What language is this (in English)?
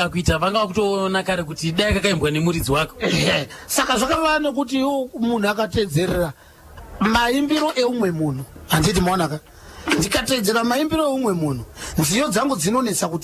Shona